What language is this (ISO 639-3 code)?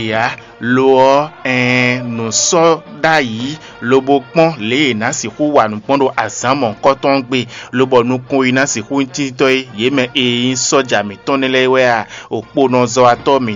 fon